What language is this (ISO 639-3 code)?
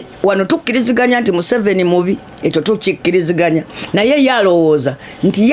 lug